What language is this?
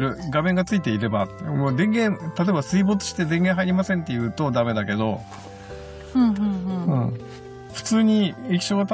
Japanese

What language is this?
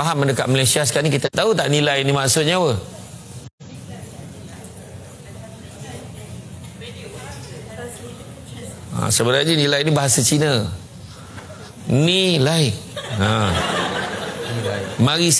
Malay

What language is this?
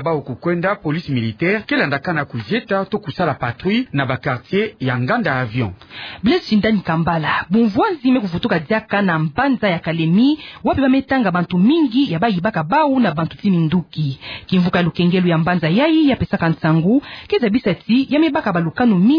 Kituba (Democratic Republic of Congo)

